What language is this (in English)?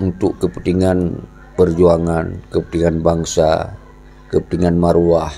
Achinese